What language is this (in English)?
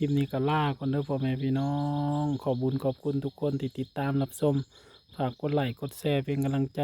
Northeastern Thai